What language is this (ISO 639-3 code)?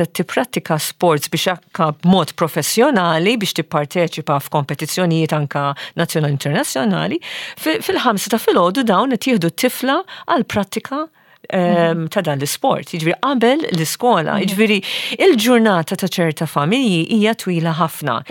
mlt